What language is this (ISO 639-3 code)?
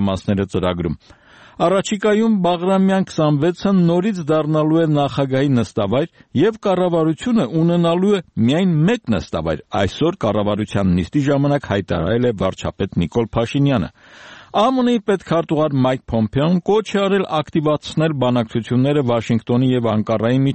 hye